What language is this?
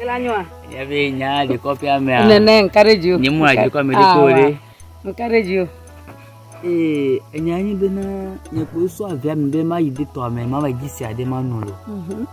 Ewe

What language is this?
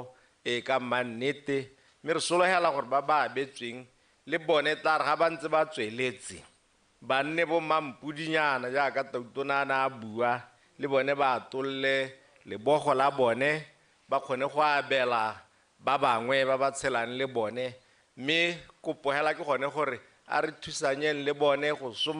Tswana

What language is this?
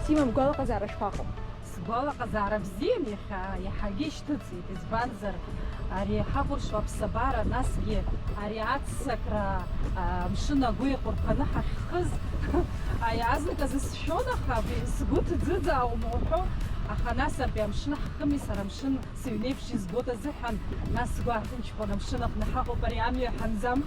Abkhazian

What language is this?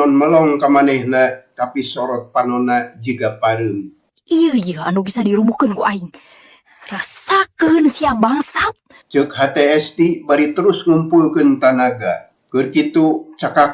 Sundanese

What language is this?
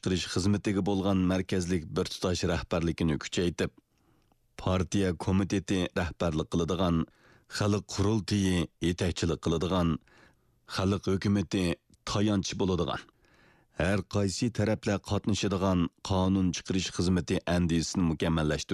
Uyghur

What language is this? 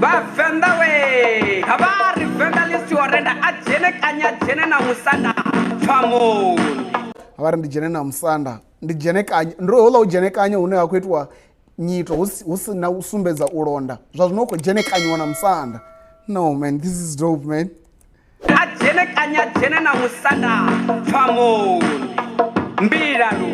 Venda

